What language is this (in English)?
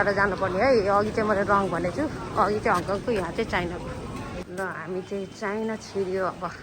Nepali